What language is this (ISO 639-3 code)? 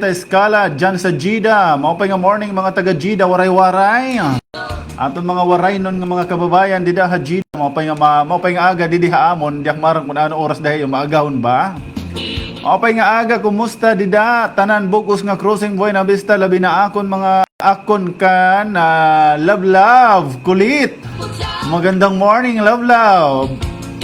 war